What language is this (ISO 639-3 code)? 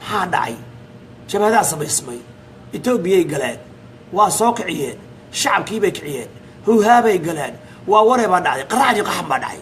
som